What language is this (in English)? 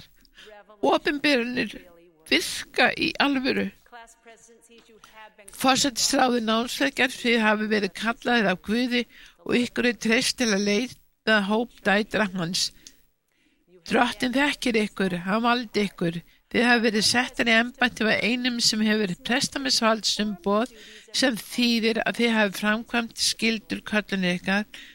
Icelandic